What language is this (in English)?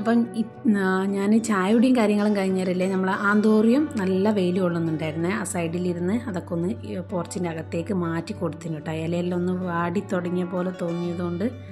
Malayalam